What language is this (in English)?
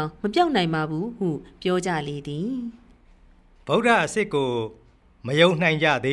Burmese